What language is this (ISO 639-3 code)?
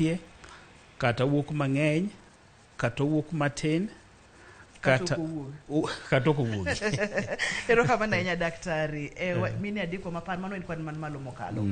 luo